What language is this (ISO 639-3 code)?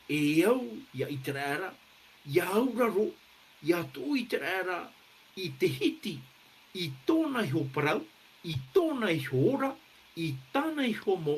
tah